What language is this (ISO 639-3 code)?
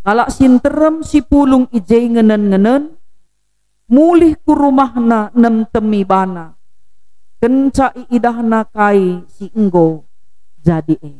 btx